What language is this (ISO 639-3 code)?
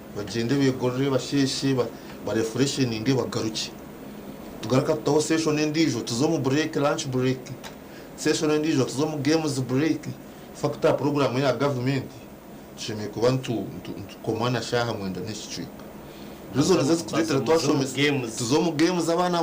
nyn